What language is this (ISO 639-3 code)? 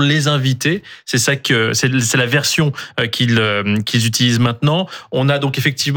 fra